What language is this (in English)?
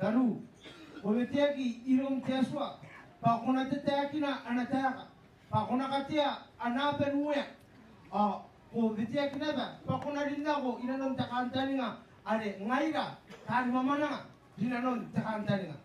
Gilbertese